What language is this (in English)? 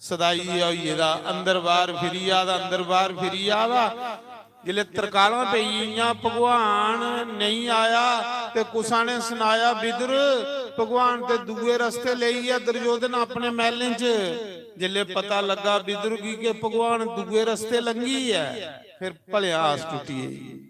Dogri